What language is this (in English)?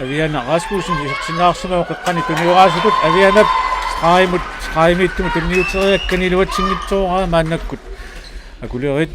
Kalaallisut